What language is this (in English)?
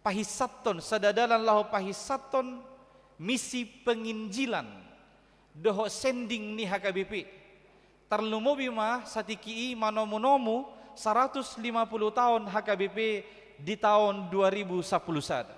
Batak Toba